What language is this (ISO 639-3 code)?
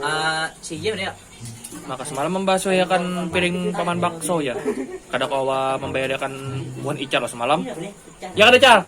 bjn